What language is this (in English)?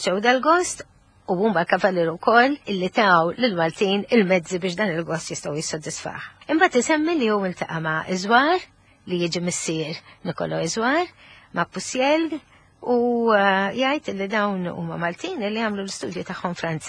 Maltese